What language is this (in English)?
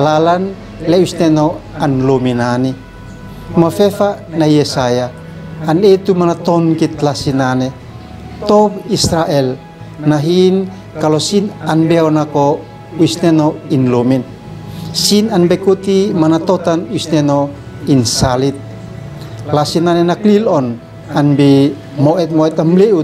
Uab Meto